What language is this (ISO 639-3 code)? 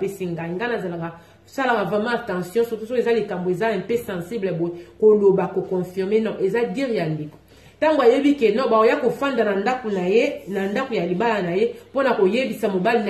lin